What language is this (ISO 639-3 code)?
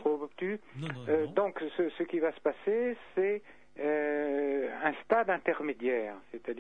fra